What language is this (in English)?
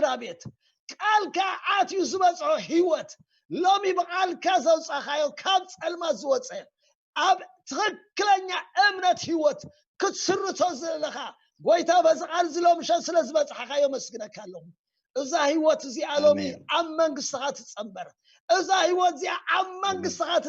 Tigrinya